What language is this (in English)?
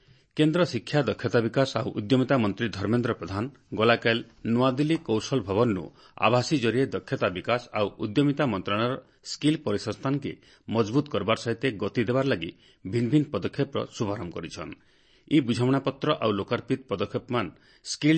Odia